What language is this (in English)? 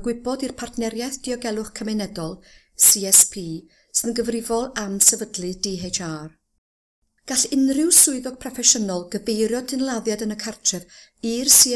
Welsh